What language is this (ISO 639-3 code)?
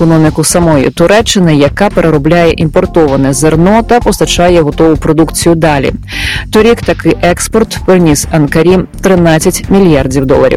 ukr